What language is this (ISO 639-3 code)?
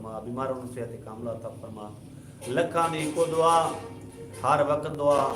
skr